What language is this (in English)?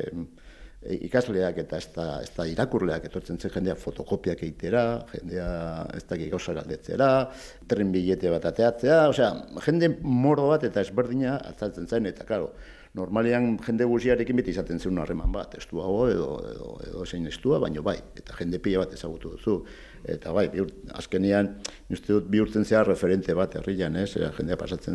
Basque